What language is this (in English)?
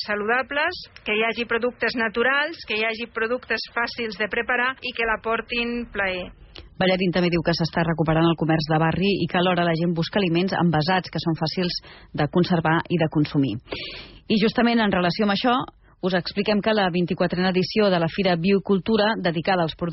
Catalan